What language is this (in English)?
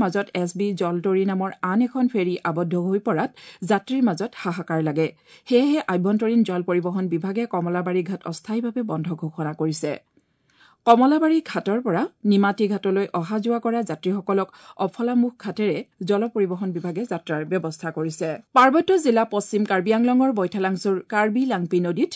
Assamese